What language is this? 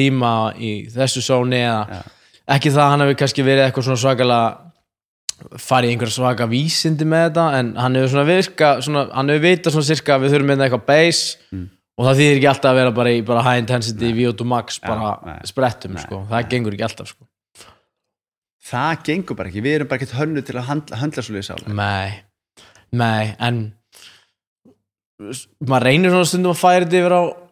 Icelandic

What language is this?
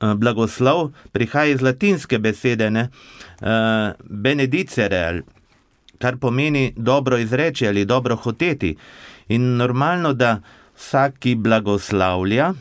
Slovenian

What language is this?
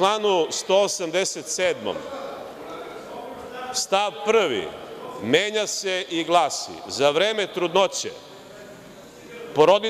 Serbian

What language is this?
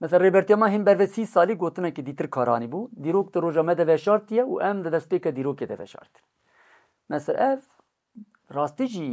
Kurdish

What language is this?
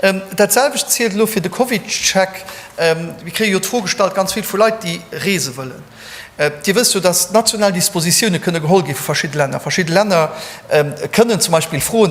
Luxembourgish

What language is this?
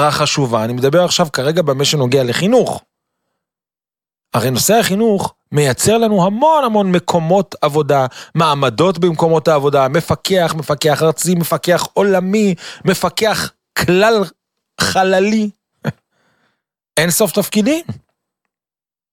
Hebrew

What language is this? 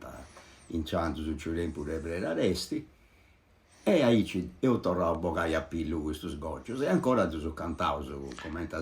Sardinian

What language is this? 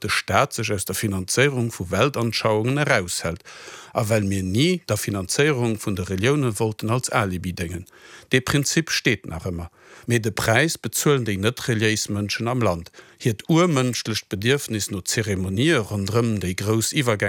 Luxembourgish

